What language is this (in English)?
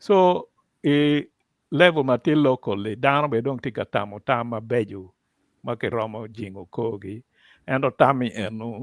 Acoli